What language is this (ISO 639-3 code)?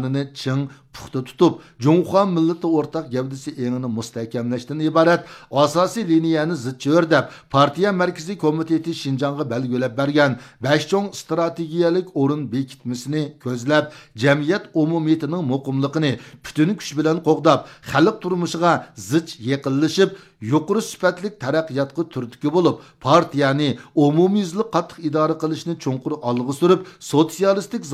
uig